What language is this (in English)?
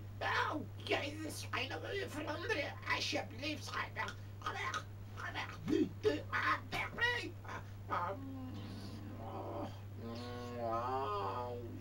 Dutch